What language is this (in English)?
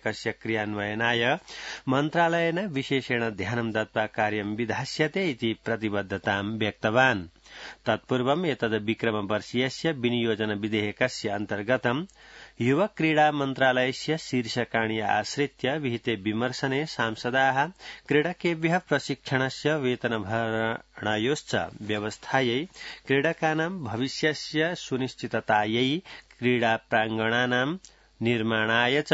Sanskrit